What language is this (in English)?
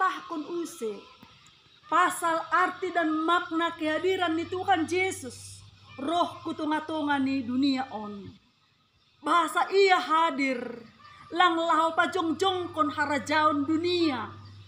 Batak Simalungun